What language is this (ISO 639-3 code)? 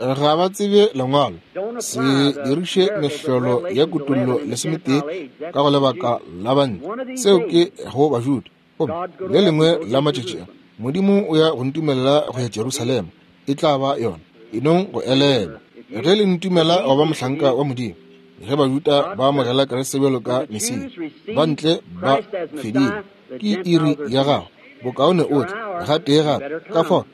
nso